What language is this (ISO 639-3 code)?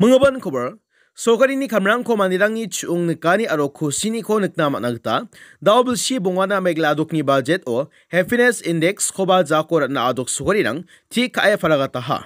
grt